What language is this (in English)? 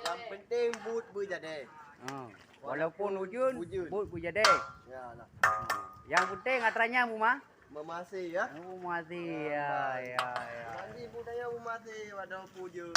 Achinese